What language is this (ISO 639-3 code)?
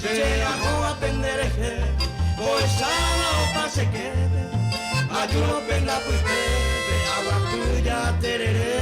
grn